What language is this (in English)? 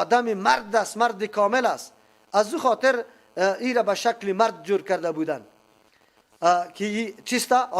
Persian